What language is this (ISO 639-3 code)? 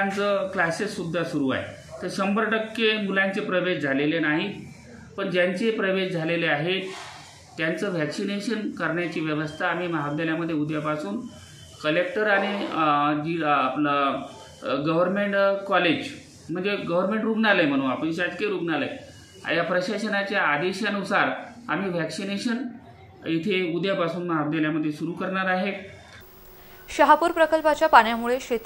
mar